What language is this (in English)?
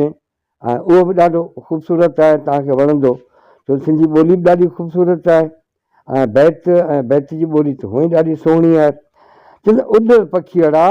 Sindhi